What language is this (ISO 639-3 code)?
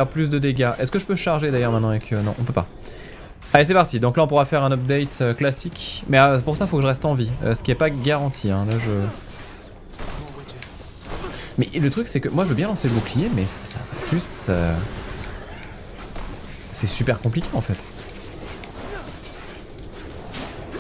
fra